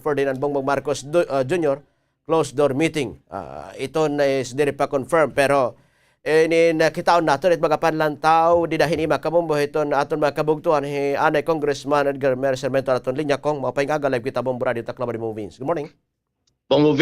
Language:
Waray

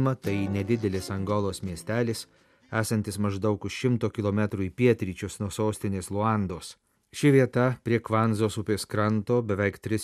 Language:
Lithuanian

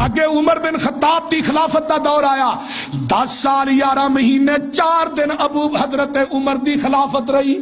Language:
Western Panjabi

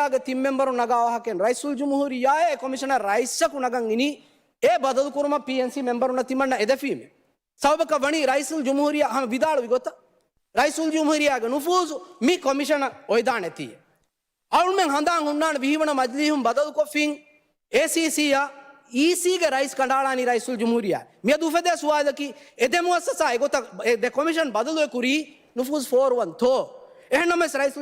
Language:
Divehi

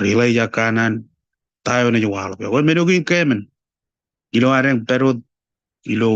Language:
Marshallese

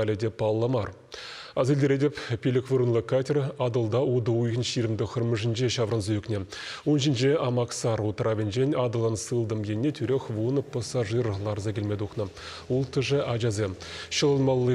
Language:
Chuvash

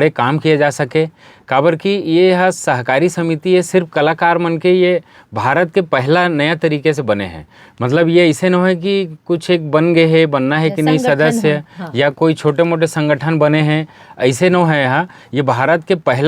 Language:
Chhattisgarhi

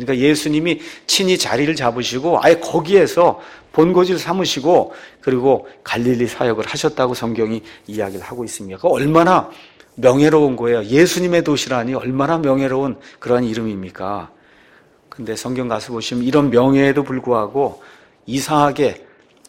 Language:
Korean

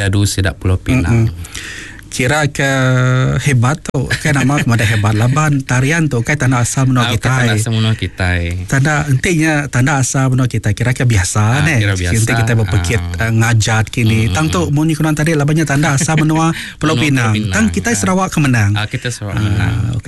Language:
Iban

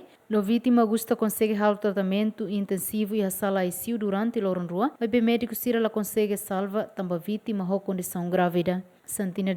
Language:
Tetum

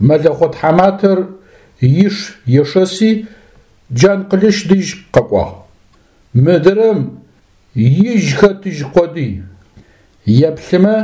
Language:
Adyghe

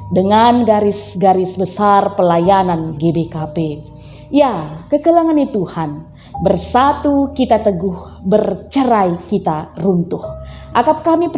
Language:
Batak Karo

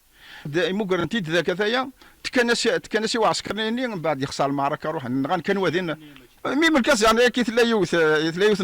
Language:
Kabyle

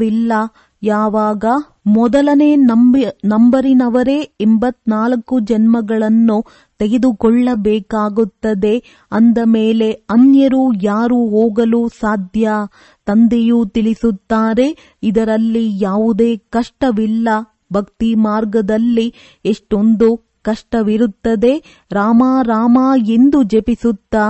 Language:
Kannada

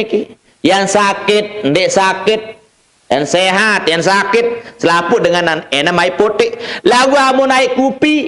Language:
Sasak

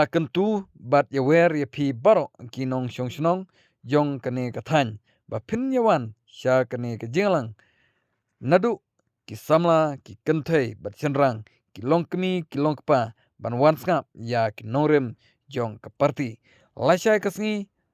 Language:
Khasi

